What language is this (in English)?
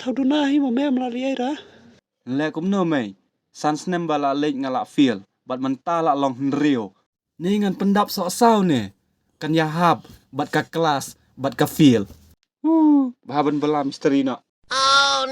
Khasi